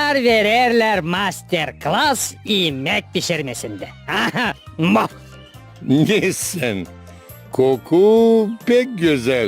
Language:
Gagauz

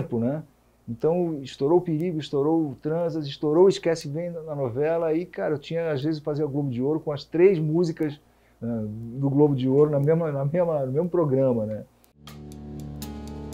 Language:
Portuguese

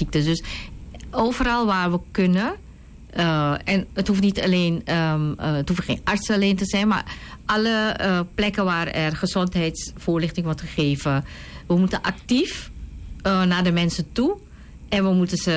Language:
Dutch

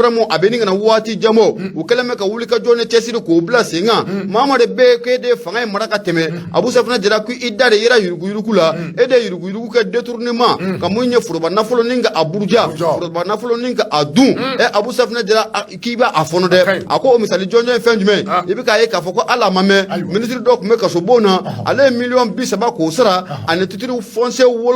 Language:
Bambara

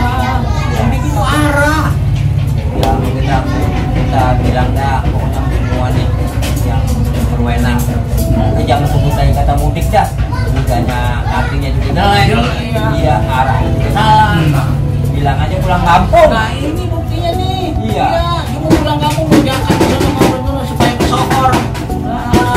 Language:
Betawi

